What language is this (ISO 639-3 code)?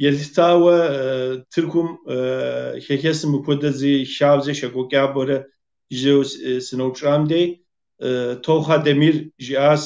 kbd